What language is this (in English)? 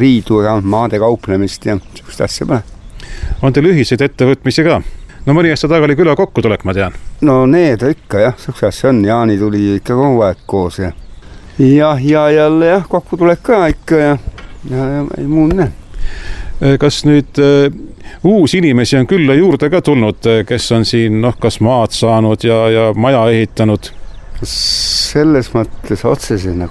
Estonian